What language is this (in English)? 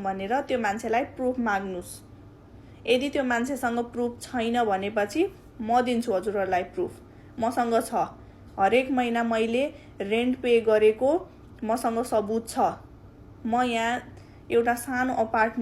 Nepali